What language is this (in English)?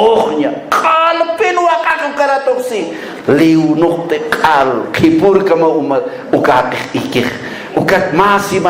Aymara